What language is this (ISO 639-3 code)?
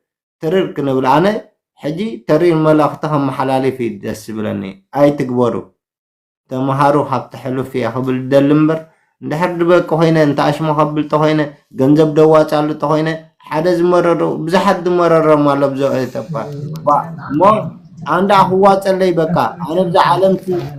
tir